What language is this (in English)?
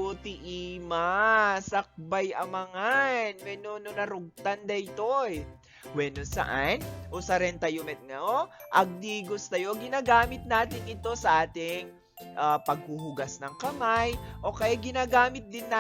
Iloko